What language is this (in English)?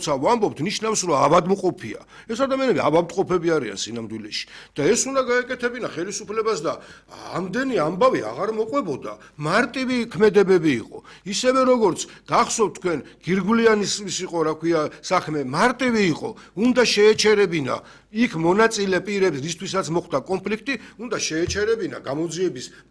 Georgian